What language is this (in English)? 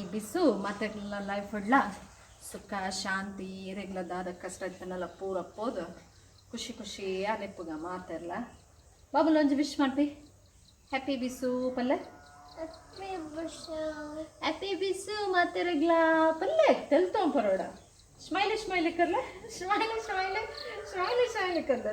Tulu